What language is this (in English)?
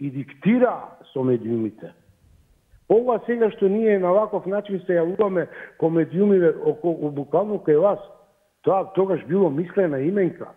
Macedonian